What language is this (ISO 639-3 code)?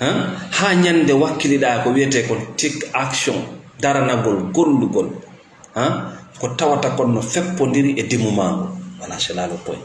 ful